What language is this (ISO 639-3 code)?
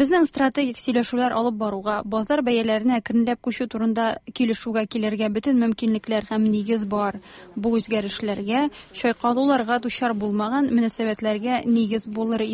tat